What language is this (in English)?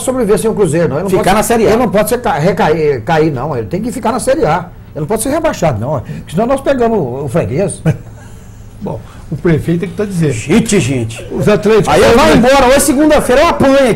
Portuguese